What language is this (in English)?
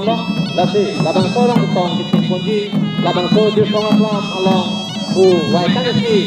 Karbi